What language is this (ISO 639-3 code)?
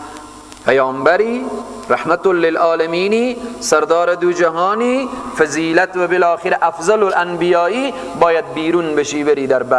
fas